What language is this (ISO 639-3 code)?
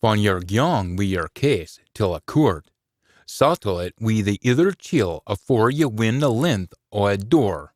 sco